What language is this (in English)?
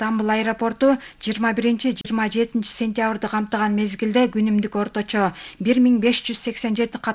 Kyrgyz